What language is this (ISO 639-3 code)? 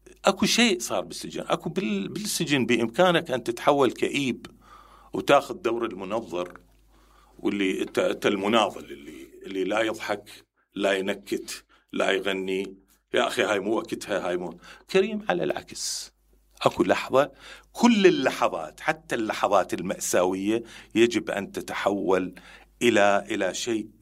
acm